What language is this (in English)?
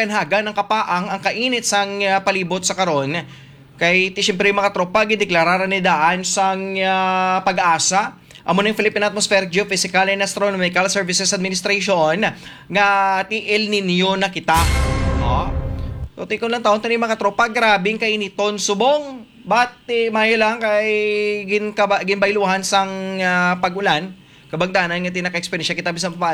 Hiligaynon